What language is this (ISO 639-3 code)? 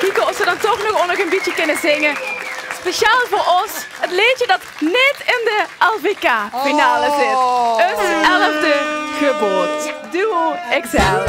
lim